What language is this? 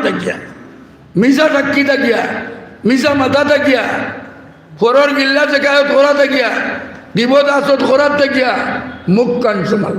Sylheti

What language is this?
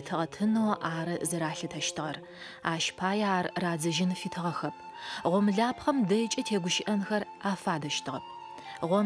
Adyghe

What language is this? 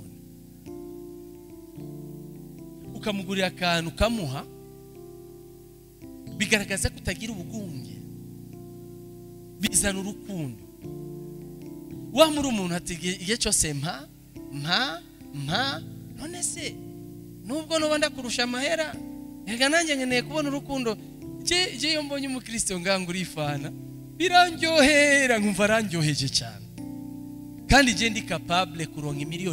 Rundi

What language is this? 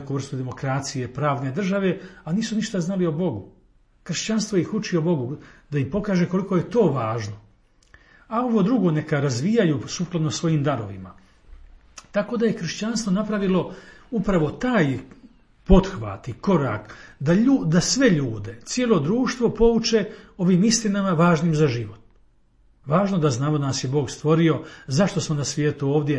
Croatian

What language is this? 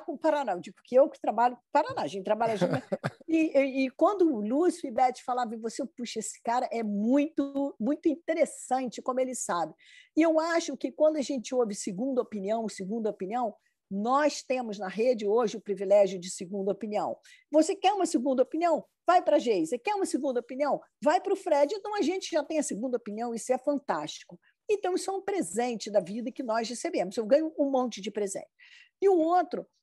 Portuguese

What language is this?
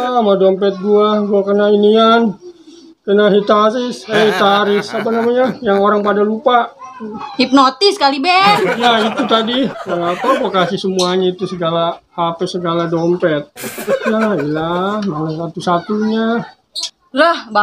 Betawi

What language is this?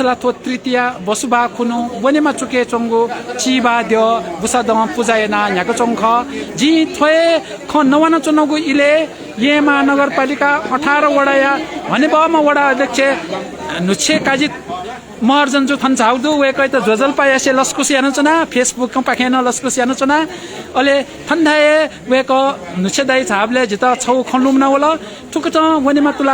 Newari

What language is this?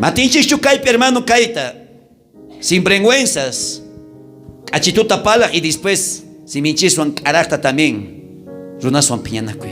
South Bolivian Quechua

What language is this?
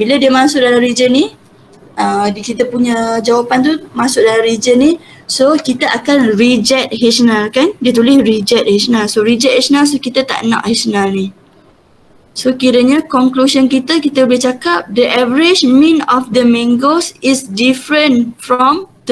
Malay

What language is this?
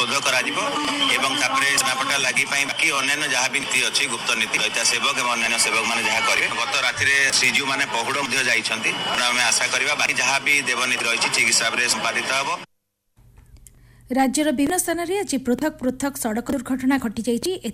Odia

